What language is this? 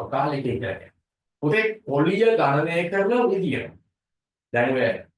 Sinhala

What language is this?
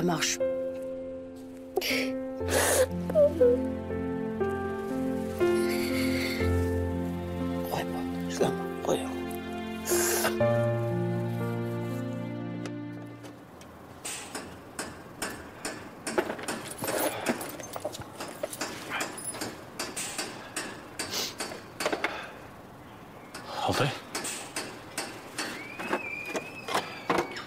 Kazakh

